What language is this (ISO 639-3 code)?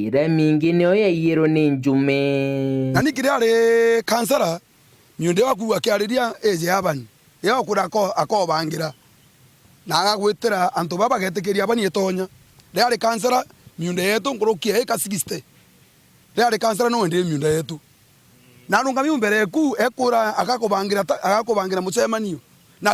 mer